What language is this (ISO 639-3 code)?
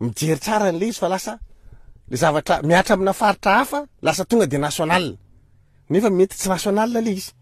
mlg